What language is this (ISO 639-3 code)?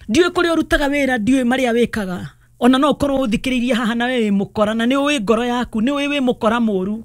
kik